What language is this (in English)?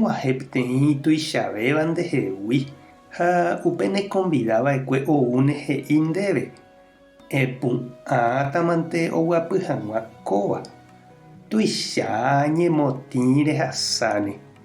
Guarani